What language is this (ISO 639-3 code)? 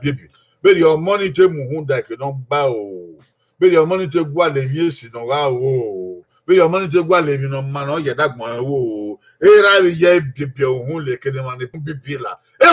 bin